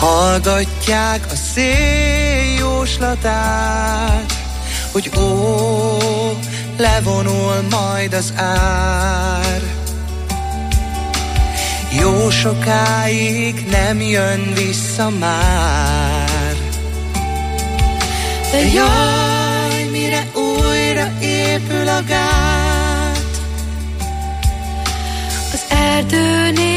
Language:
Hungarian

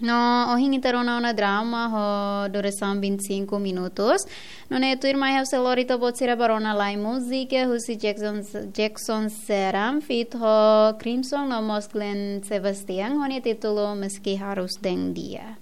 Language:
Tetum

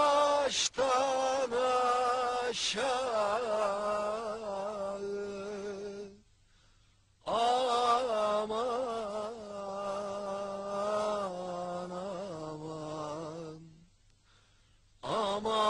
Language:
Turkish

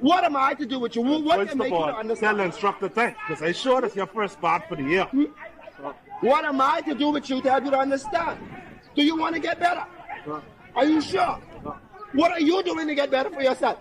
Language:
Jamaican Creole English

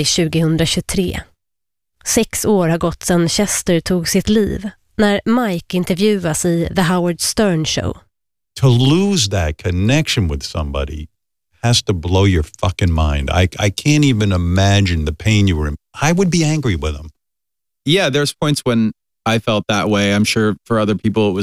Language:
Swedish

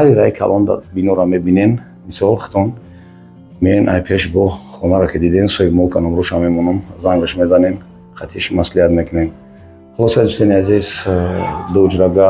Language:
Tajik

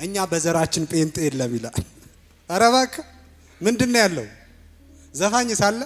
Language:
Amharic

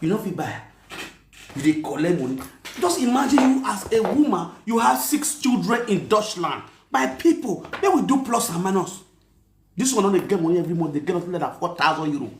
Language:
Nigerian Pidgin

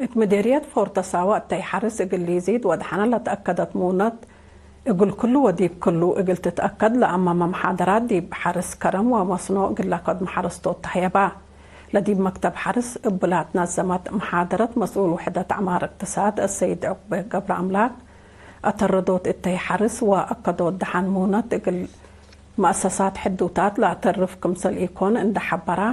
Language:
Tigre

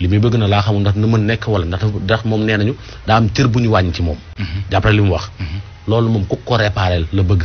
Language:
Wolof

